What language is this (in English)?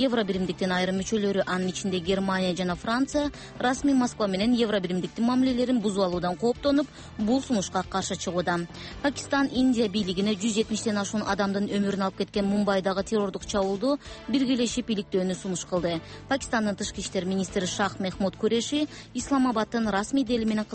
Kyrgyz